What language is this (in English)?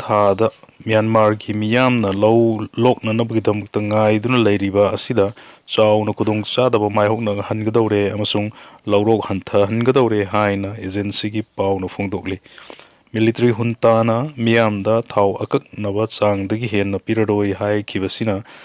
Manipuri